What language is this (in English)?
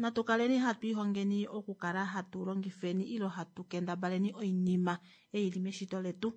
Kuanyama